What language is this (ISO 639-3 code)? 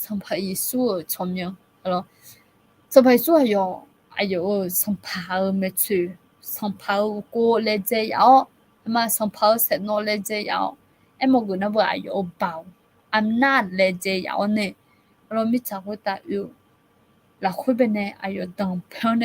ahk